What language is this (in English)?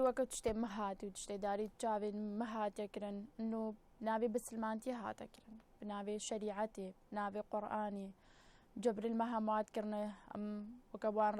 Kurdish